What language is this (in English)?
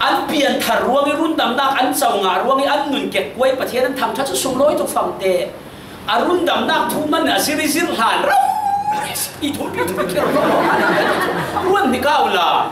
Falam Chin